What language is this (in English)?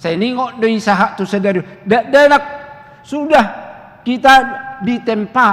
Batak Toba